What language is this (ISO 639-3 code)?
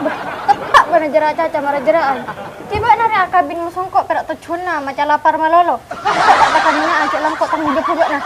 mad